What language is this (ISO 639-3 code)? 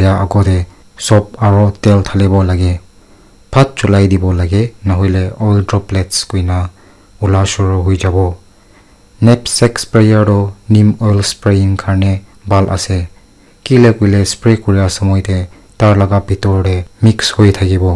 nag